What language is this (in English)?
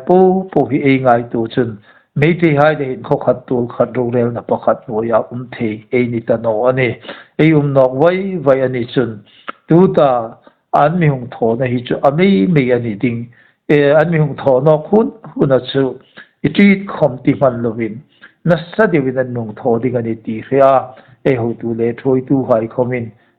Hmar